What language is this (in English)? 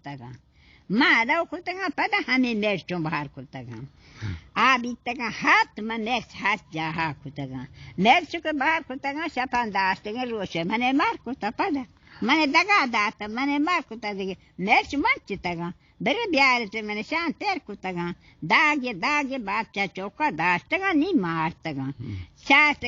Baluchi